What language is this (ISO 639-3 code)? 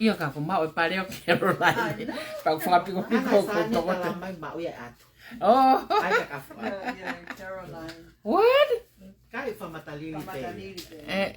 ton